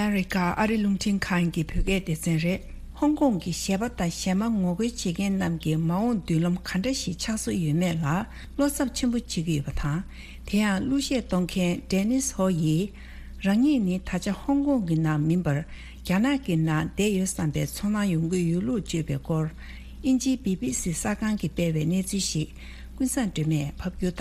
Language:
Tibetan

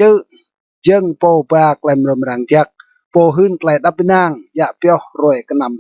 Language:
Rade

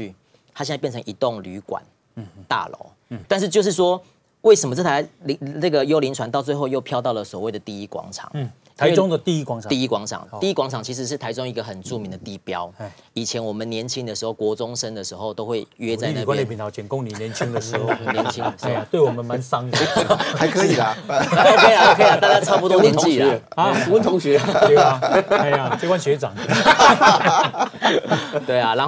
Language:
Chinese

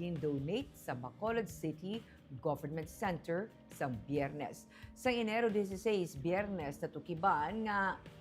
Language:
Hiligaynon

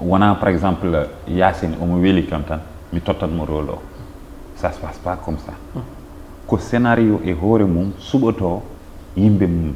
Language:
Fula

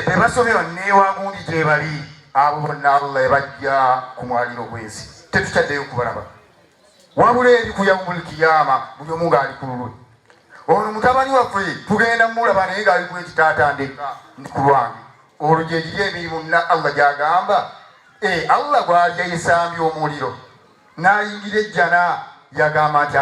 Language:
Ganda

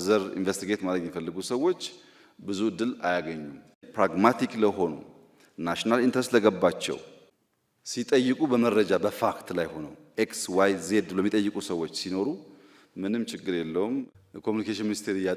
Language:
Amharic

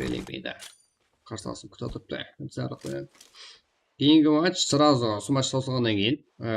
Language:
Kara-Kalpak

